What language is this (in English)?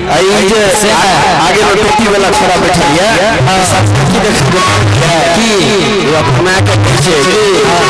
Maithili